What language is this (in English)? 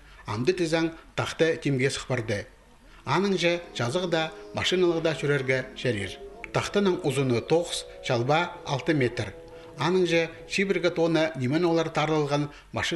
Khakas